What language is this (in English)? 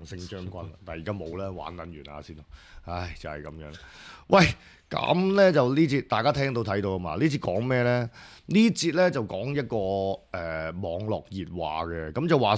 Cantonese